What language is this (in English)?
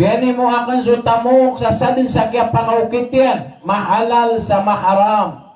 Maranao